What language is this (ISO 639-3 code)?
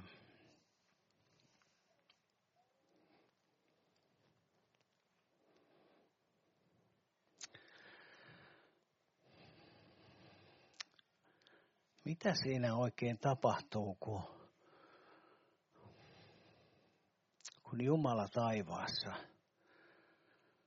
fin